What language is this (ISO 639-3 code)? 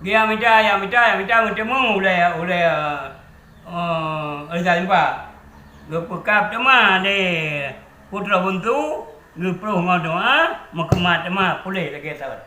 ace